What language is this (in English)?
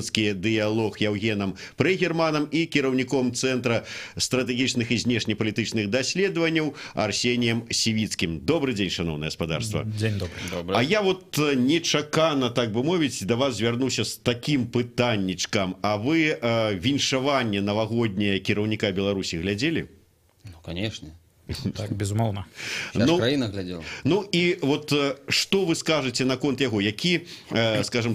Belarusian